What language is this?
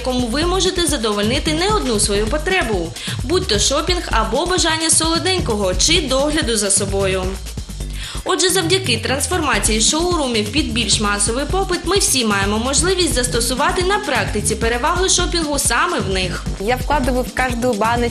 Ukrainian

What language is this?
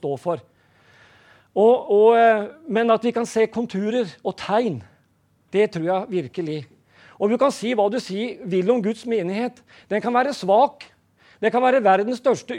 Norwegian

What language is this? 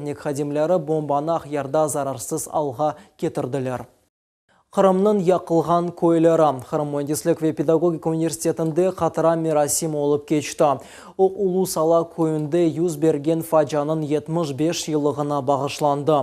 Crimean Tatar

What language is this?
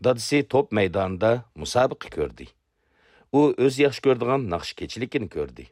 Uyghur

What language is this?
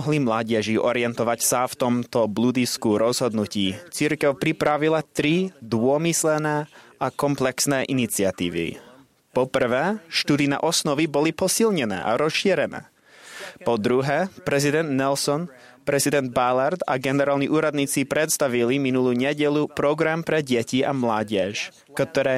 Slovak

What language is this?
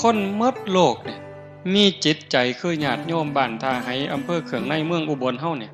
Northeastern Thai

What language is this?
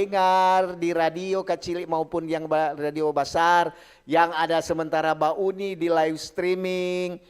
Manado Malay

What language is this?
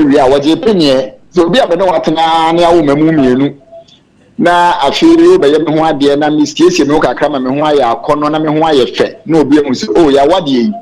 Akan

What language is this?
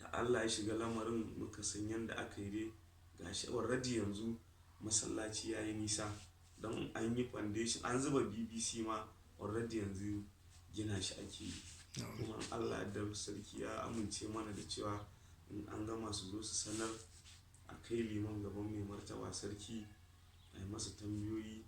Hausa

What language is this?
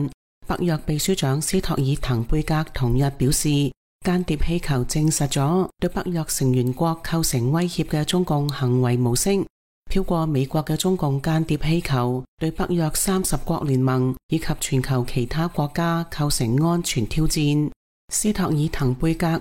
Cantonese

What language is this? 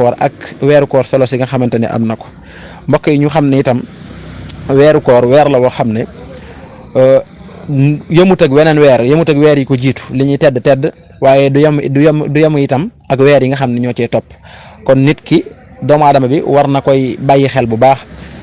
Wolof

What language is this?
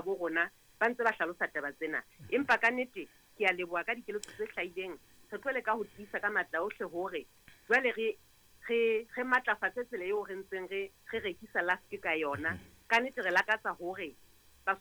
Southern Sotho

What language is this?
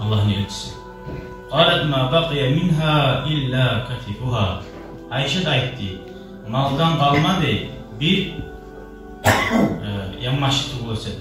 Kumyk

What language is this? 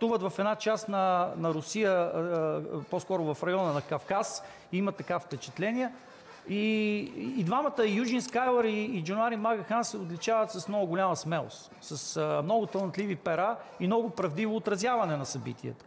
Bulgarian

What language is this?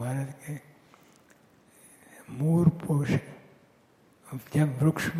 Gujarati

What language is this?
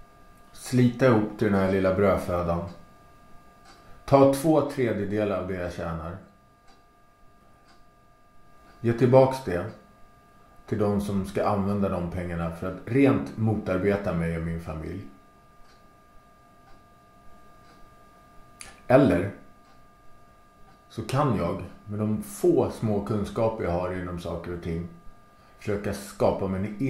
Swedish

